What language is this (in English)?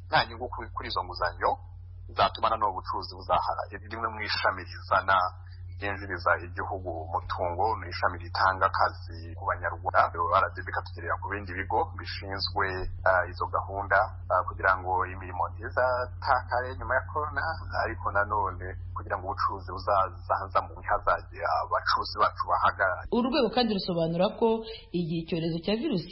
Kinyarwanda